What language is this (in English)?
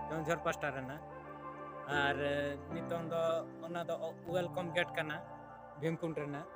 Santali